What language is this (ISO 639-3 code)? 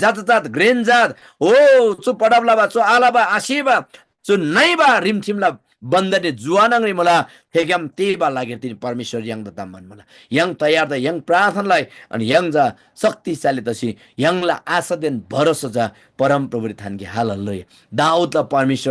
taj